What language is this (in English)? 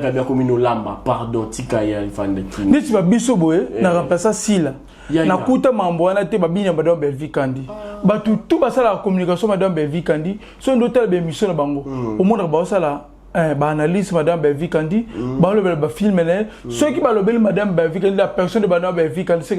Lingala